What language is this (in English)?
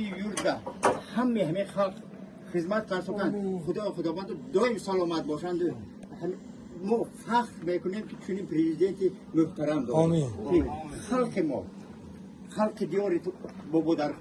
Tajik